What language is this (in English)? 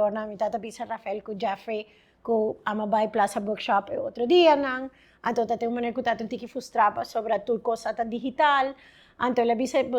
Papiamento